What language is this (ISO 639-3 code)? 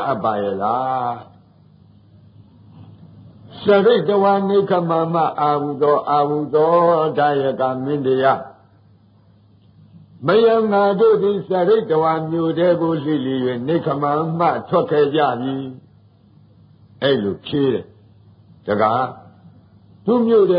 mya